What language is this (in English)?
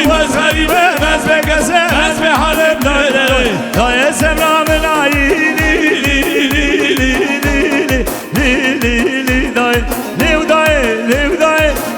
Kurdish